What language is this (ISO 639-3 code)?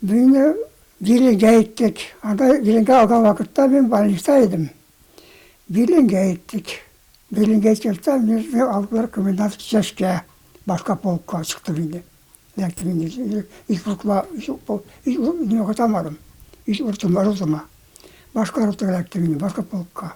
tat